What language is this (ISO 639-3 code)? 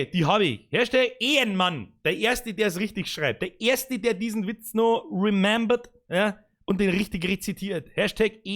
bar